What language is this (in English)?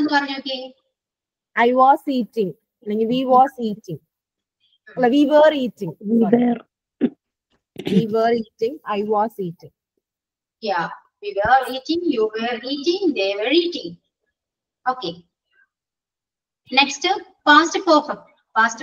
Malayalam